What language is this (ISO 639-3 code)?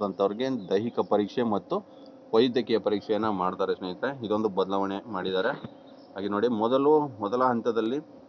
kan